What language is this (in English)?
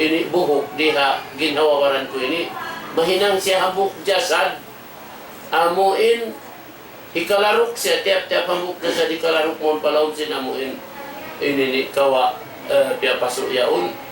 Tausug